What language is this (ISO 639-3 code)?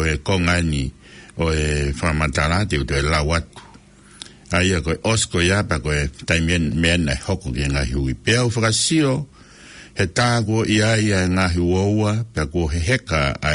ton